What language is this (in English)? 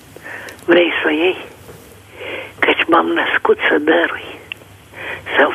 Romanian